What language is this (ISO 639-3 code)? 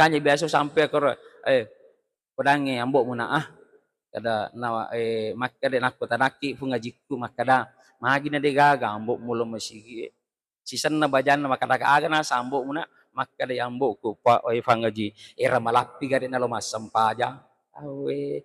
bug